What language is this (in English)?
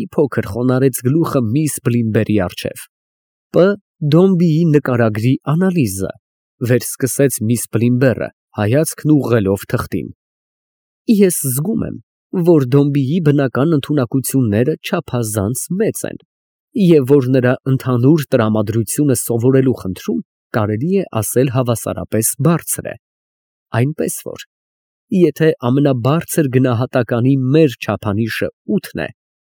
Armenian